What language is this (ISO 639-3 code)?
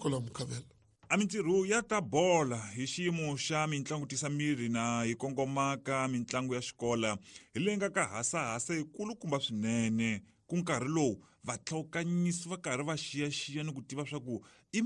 tso